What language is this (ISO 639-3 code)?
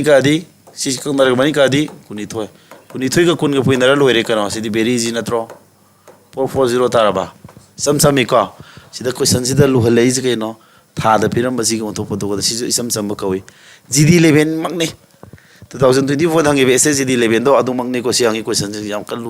mni